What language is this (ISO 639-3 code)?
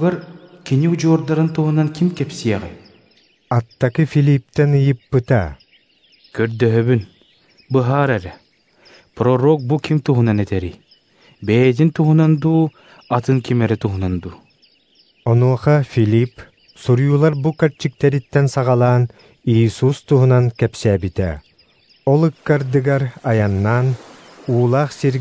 sah